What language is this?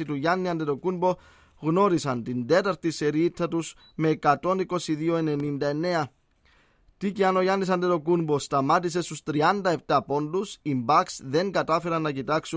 Greek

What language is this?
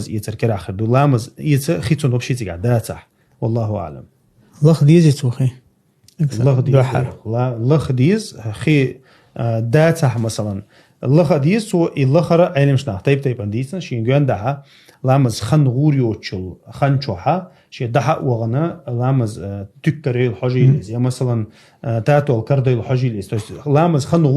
Chechen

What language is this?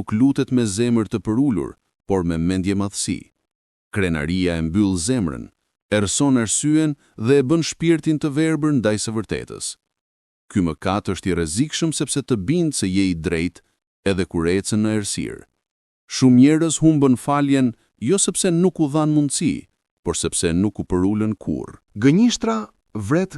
Albanian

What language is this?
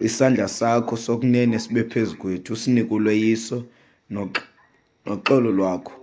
Xhosa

